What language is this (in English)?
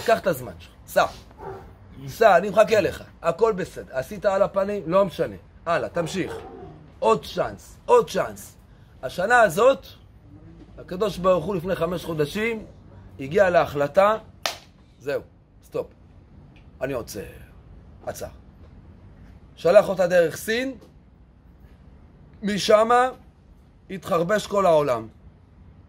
Hebrew